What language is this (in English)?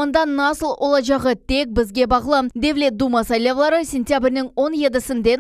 Crimean Tatar